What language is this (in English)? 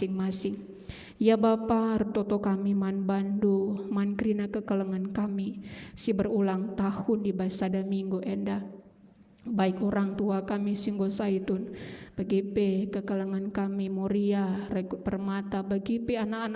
Batak Karo